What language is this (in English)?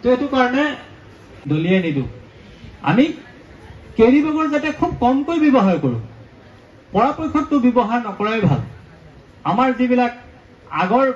Assamese